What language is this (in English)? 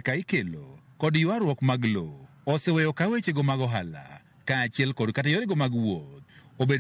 Luo (Kenya and Tanzania)